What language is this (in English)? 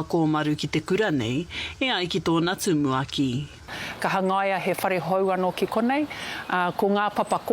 Māori